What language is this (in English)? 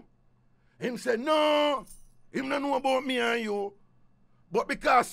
Jamaican Creole English